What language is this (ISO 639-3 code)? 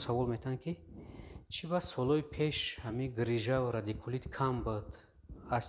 tgk